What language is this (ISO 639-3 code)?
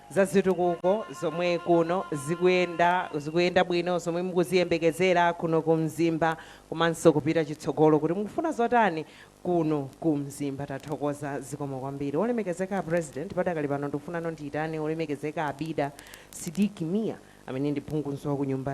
nya